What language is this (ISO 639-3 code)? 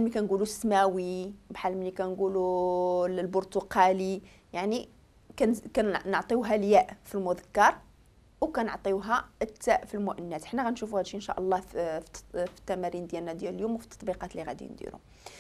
ary